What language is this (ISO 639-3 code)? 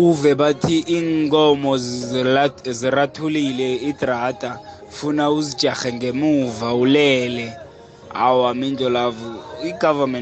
nbl